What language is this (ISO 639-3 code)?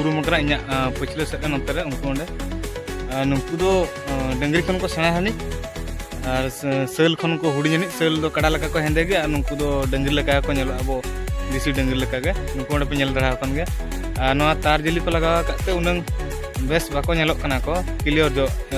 sat